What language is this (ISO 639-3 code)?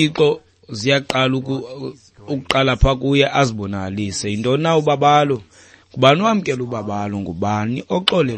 xho